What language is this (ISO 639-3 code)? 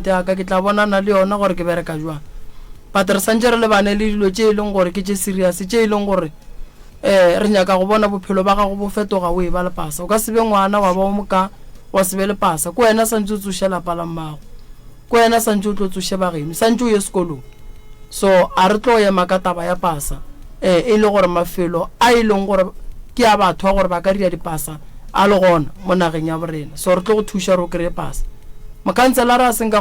nso